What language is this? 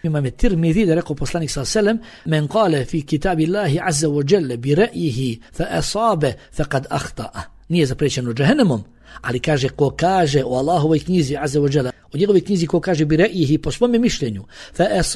Bosnian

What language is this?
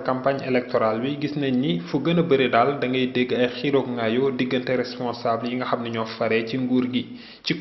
Wolof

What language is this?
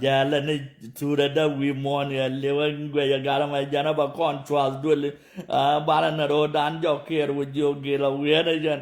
Nuer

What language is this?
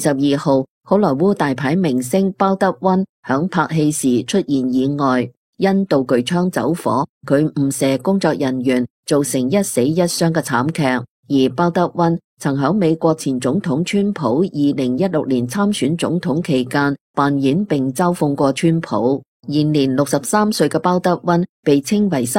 Cantonese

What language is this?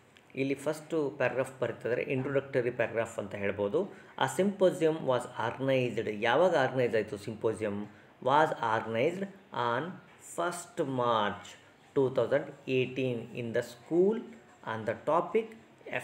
Kannada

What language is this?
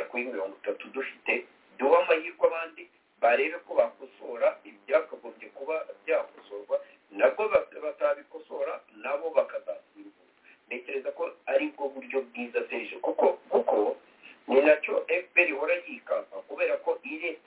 Kinyarwanda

